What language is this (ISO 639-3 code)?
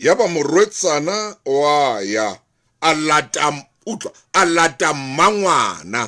sot